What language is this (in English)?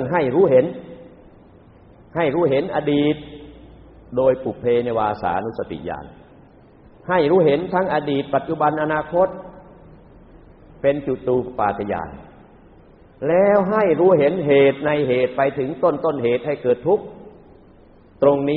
Thai